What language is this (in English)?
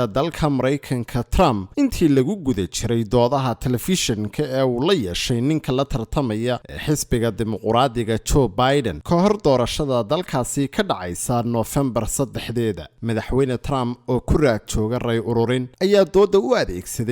Somali